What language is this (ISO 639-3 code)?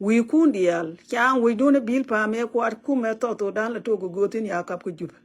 nus